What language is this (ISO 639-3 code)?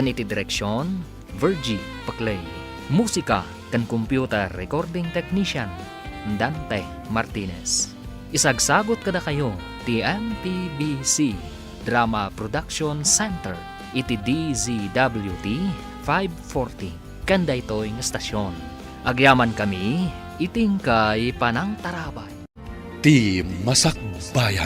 ilo